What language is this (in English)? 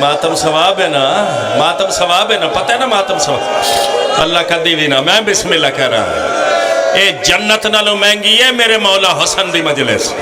Pahari-Potwari